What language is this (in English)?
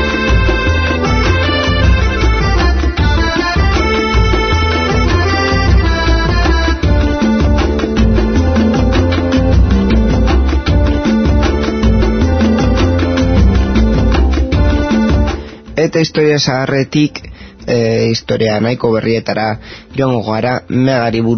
Basque